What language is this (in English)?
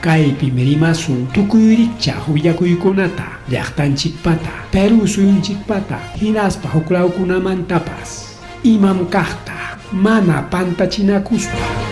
Ayacucho Quechua